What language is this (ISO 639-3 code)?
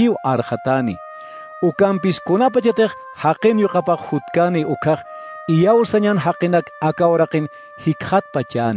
aym